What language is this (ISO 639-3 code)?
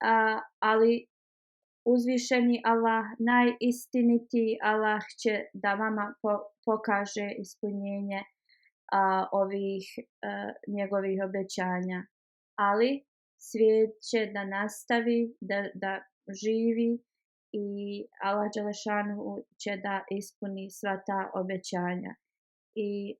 bos